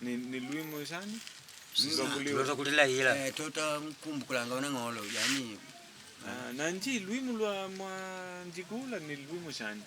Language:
Makonde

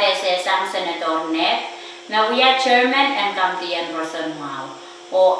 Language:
Pohnpeian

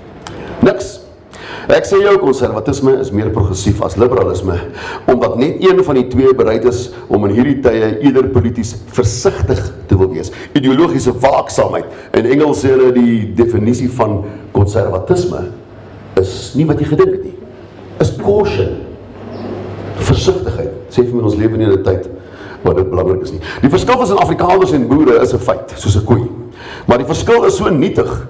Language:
Afrikaans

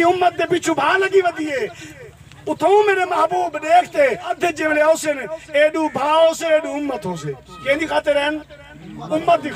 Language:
Saraiki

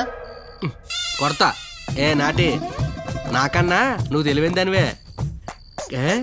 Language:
Telugu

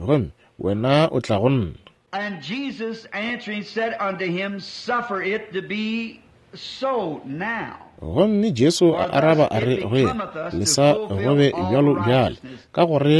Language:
Northern Sotho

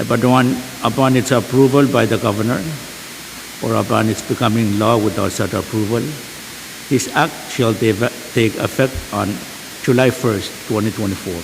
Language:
Pohnpeian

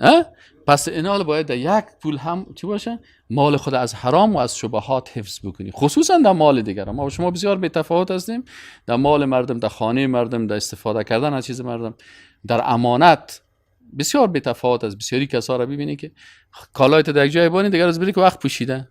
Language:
Persian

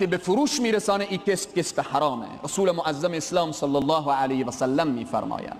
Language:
Persian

